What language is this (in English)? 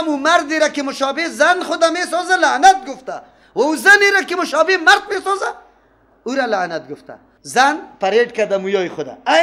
Persian